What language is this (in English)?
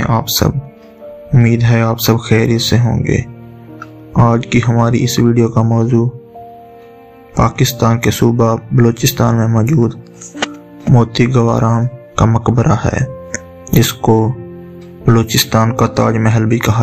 Urdu